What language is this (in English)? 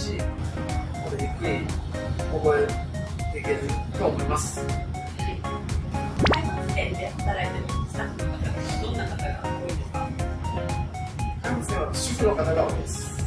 Japanese